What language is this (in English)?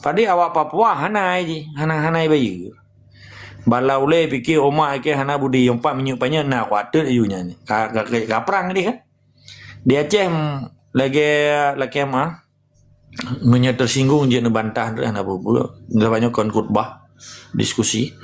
Achinese